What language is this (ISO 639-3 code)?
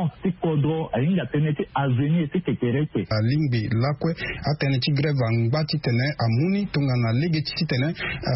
sag